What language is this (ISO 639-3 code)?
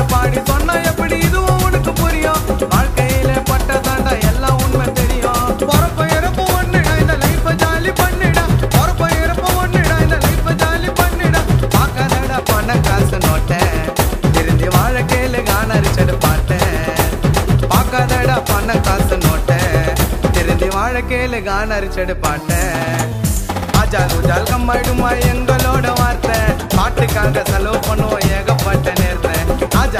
tam